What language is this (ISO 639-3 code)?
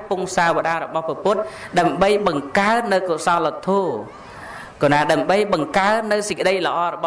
khm